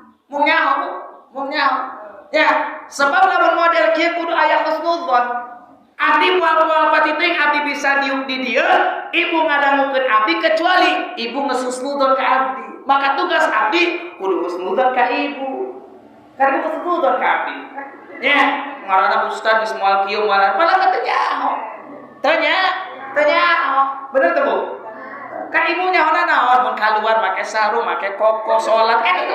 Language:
Sundanese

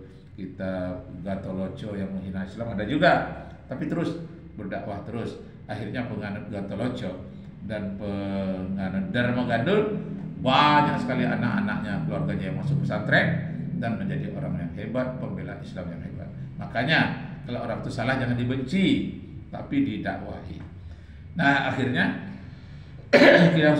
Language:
Indonesian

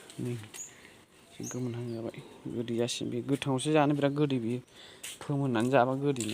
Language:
Bodo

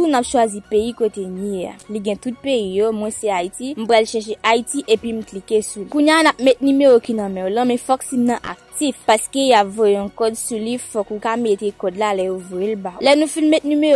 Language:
Haitian Creole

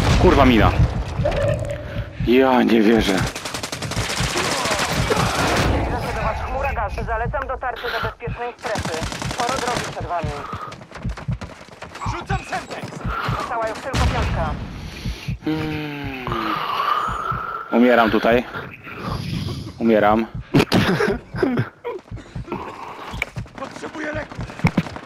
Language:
Polish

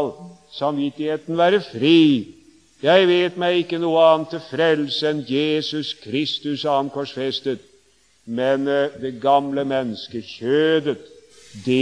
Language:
Norwegian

